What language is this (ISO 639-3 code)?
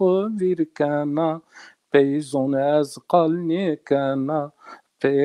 zza